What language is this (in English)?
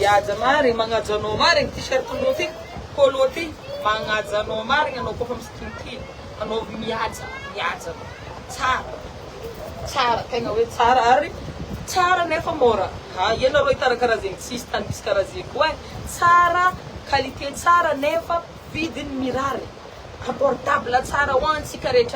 Malagasy